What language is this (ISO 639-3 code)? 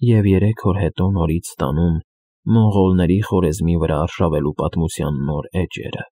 hye